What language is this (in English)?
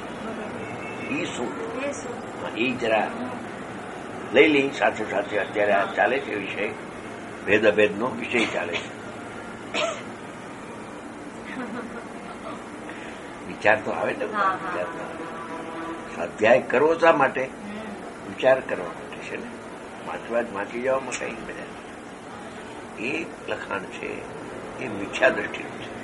Gujarati